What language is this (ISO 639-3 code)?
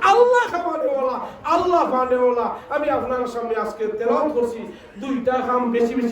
syl